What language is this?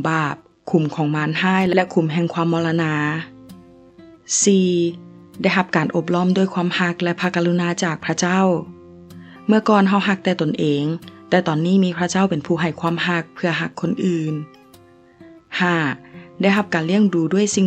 Lao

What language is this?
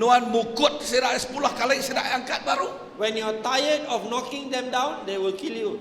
Iban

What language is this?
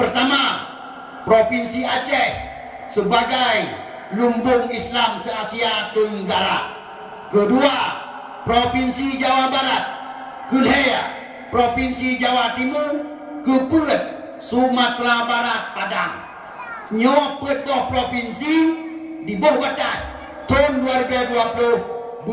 Achinese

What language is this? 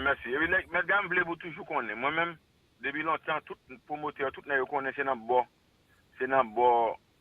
Haitian Creole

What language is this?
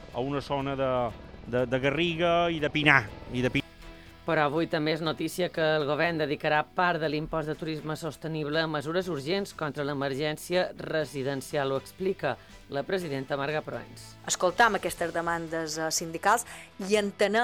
Catalan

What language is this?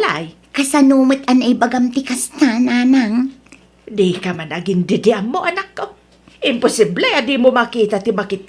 Iloko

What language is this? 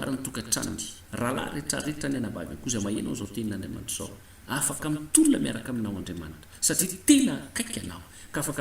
Malagasy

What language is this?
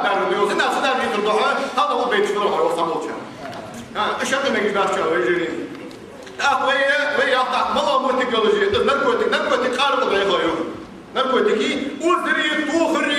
Ingush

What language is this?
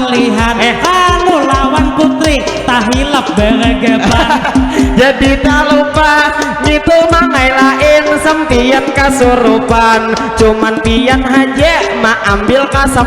Banjar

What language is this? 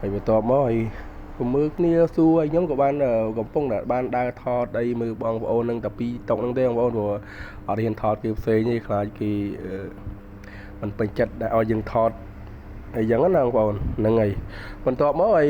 Khmer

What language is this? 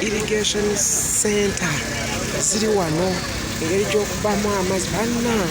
Ganda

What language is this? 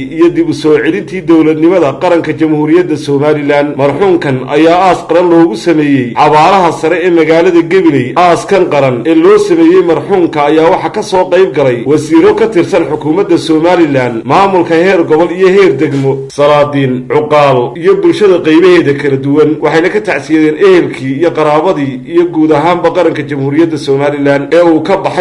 Somali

